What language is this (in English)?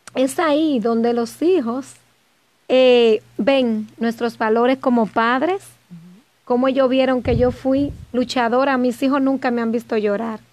Spanish